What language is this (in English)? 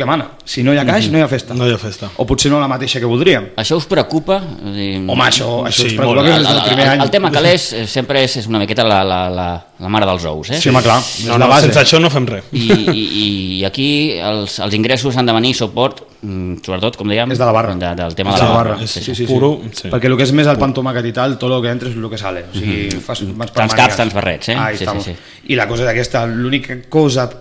Catalan